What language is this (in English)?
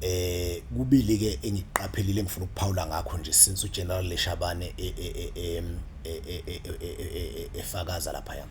Zulu